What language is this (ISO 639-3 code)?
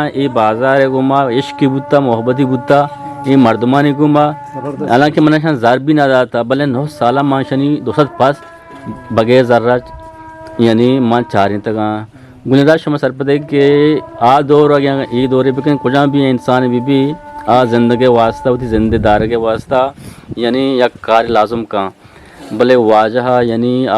bgp